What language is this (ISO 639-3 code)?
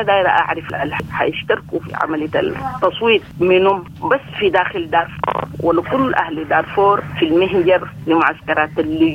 apd